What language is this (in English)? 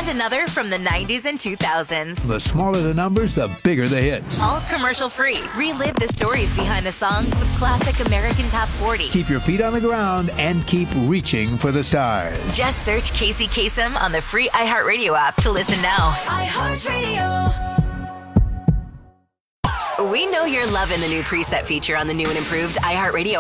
English